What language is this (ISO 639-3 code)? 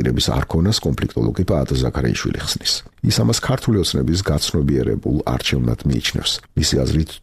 kat